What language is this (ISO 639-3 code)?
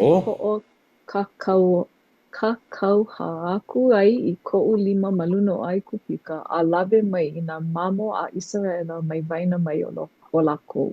haw